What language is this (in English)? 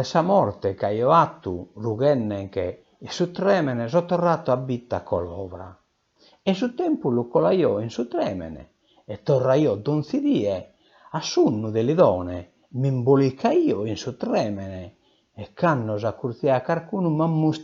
Sardinian